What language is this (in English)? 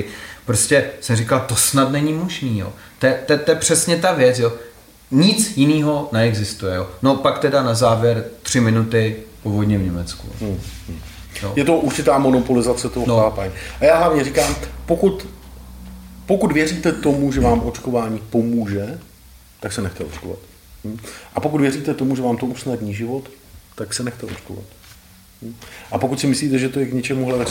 Czech